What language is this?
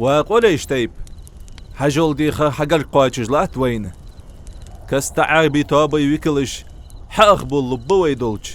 Ingush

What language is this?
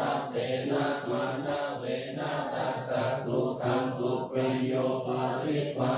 Pali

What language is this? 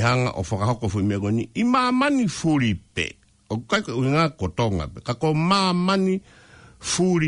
Tongan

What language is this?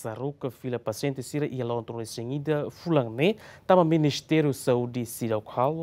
Tetum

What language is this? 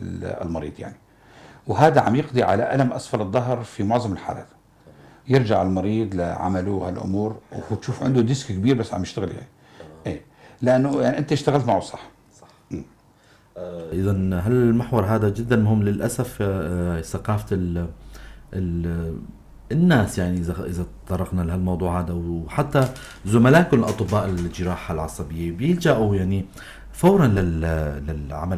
North Levantine Arabic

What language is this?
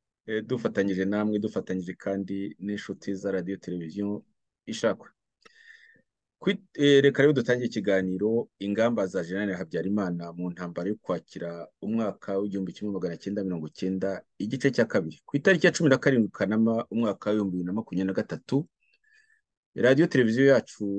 Kinyarwanda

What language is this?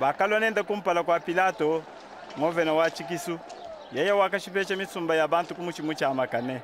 Luba-Lulua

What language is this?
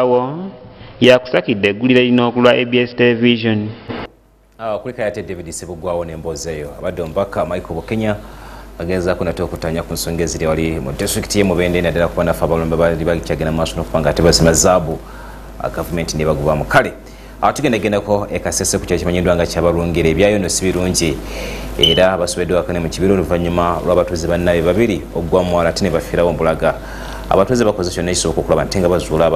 Ganda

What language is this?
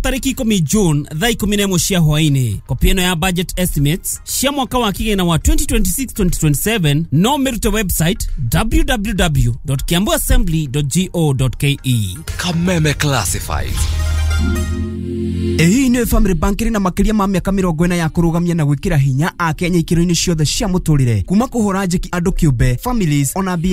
Kikuyu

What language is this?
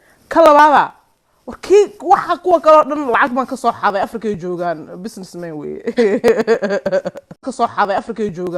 Somali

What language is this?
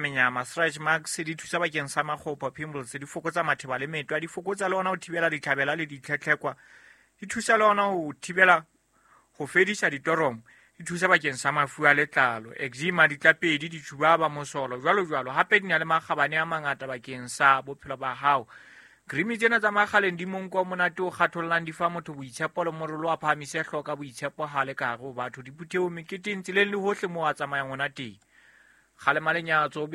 Southern Sotho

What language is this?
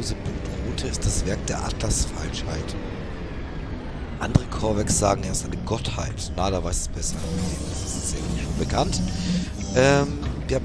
German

